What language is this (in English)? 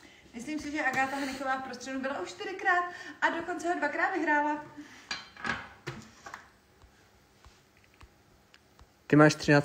Czech